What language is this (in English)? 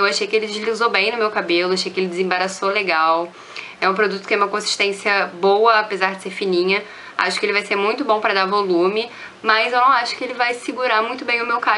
Portuguese